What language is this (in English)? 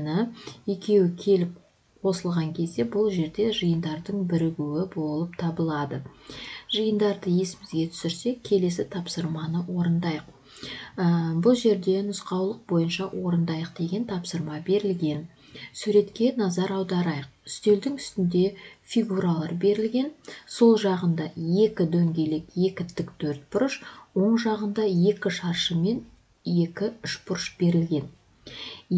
Kazakh